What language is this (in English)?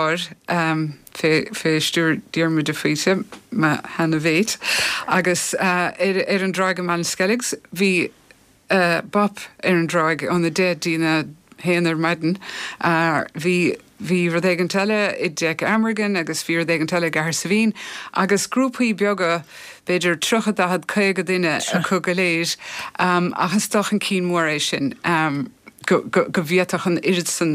Irish